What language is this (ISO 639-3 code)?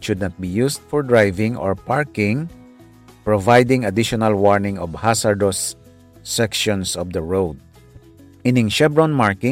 hil